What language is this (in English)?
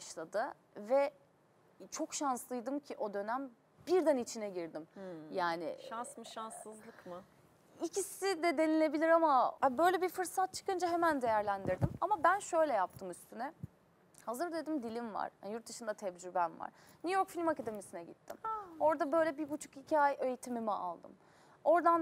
Turkish